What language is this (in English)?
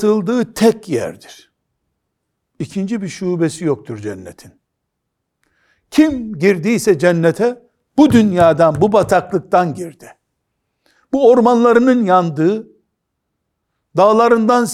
Turkish